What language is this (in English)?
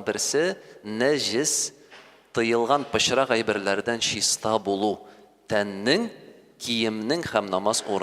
Tatar